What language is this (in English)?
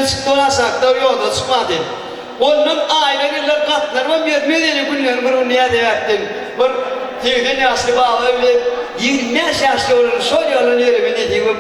Turkmen